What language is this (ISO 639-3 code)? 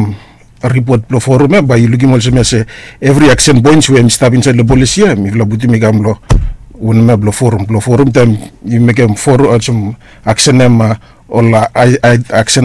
bis